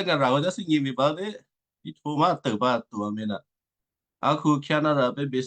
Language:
Western Kayah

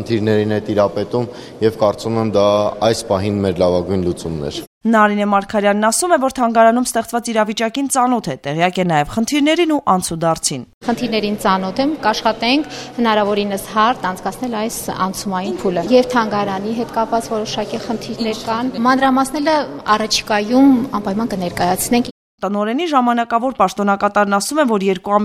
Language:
Armenian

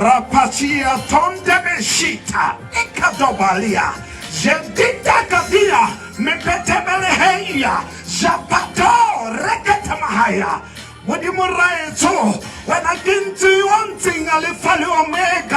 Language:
Tswana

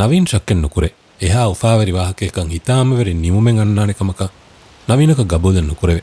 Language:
Divehi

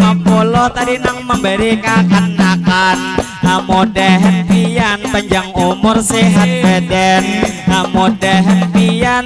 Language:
Banjar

